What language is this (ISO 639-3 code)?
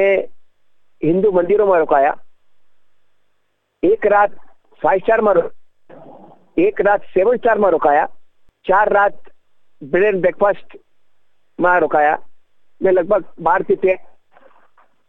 guj